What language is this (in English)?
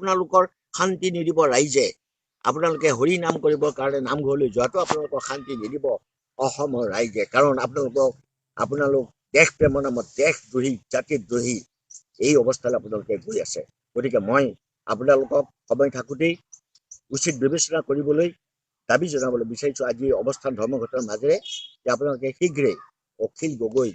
Assamese